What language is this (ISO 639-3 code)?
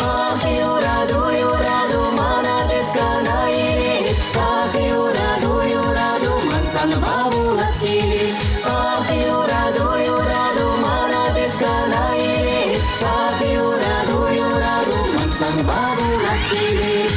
chv